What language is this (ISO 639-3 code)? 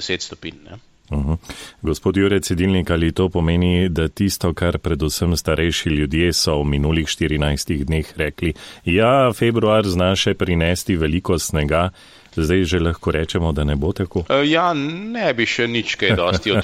slv